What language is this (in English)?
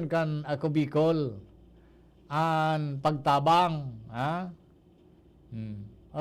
Bikol